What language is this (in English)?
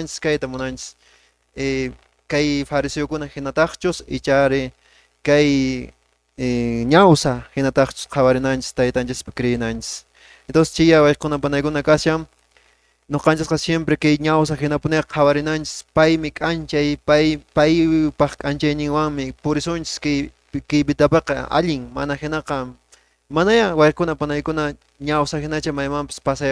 Quechua